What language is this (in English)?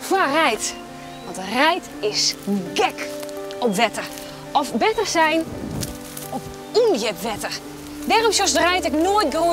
Western Frisian